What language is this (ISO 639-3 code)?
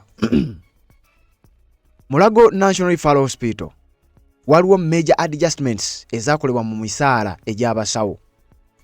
lug